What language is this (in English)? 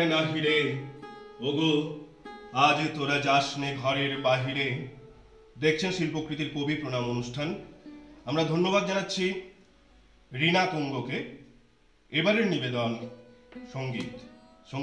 Bangla